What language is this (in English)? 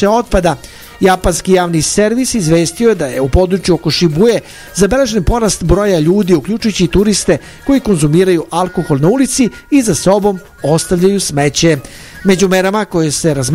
Serbian